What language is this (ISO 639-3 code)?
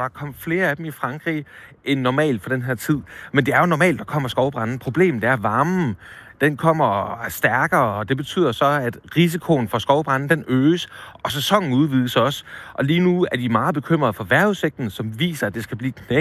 dan